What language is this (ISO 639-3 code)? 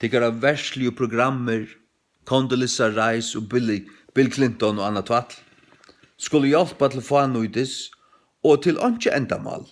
fao